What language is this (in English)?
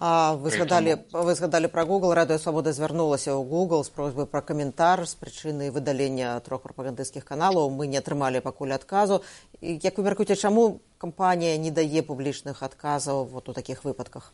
Belarusian